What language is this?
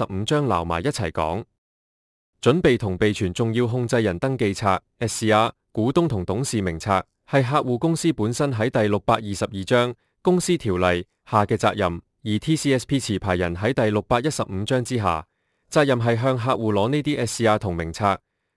Cantonese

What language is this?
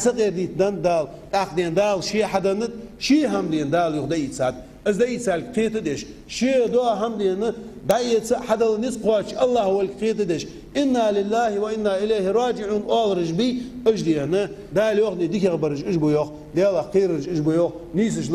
Ingush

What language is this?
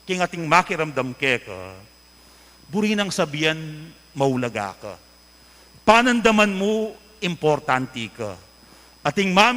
Pampanga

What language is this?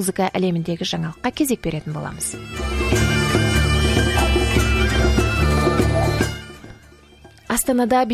Kazakh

